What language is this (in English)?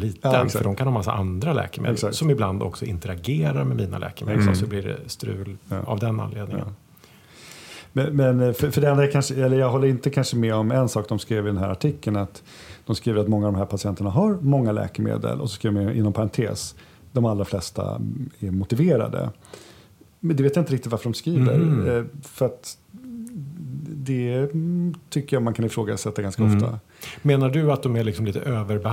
Swedish